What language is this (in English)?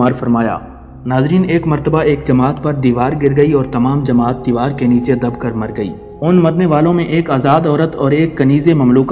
Urdu